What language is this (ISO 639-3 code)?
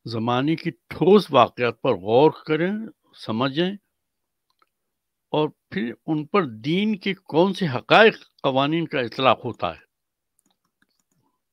urd